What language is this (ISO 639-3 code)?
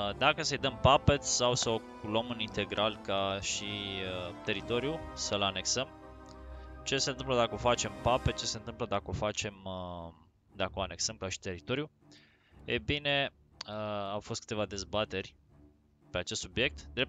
ron